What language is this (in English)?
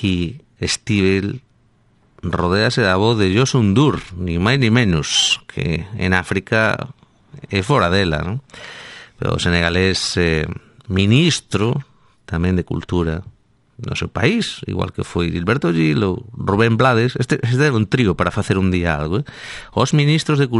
Galician